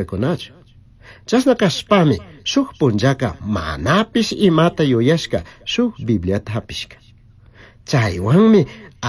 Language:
Chimborazo Highland Quichua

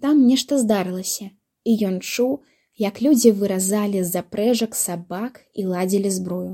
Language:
Belarusian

